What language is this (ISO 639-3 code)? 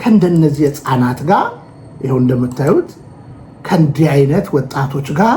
amh